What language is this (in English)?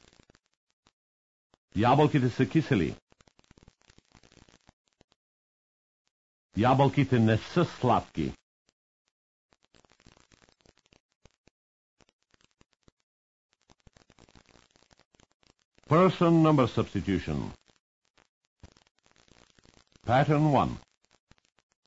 Bulgarian